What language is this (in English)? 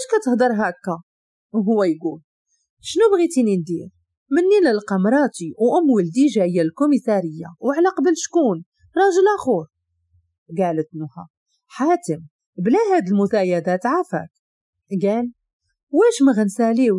Moroccan Arabic